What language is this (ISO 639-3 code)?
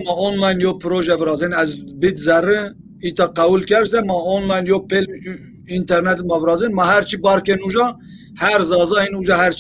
zza